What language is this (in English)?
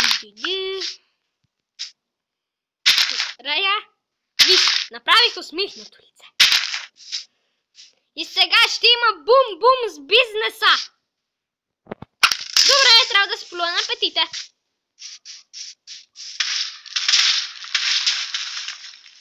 Bulgarian